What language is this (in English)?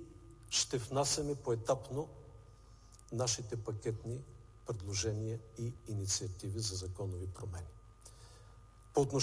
Bulgarian